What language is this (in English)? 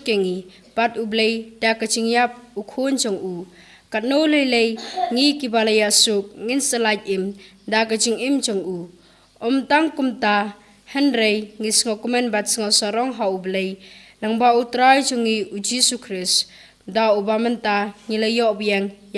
Khasi